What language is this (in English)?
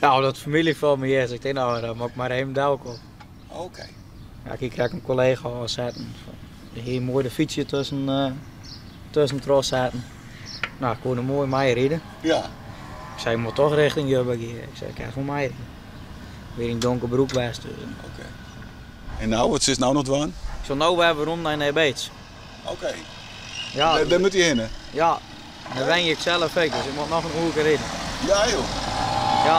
Western Frisian